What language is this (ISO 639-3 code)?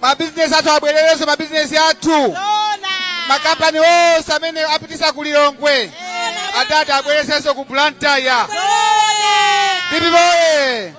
nya